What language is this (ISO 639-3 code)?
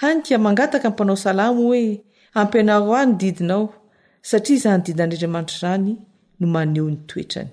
mlg